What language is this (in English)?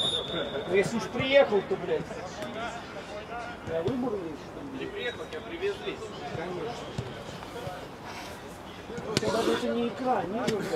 Russian